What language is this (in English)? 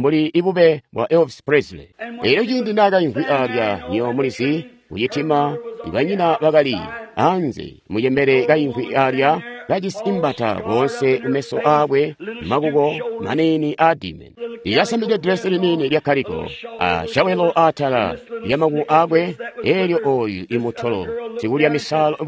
Tonga (Zambia)